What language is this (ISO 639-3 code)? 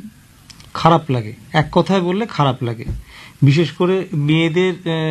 ben